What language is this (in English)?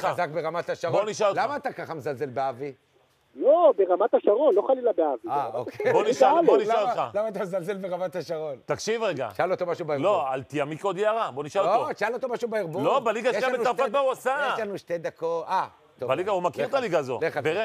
Hebrew